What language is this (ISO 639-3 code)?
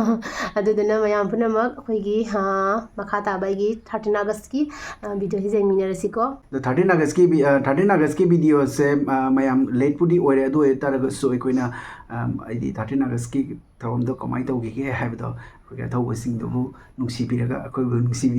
mni